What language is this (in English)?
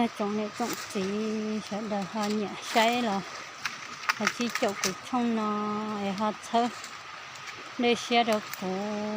Hmong